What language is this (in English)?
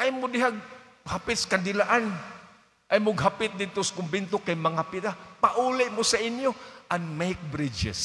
Cebuano